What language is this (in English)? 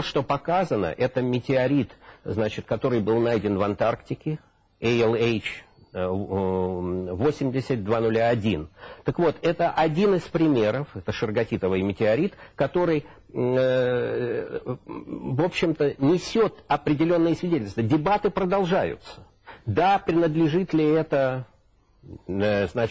Russian